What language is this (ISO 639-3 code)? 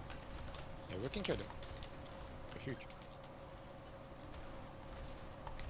fra